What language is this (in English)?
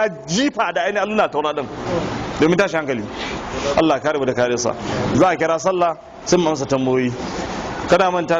Hausa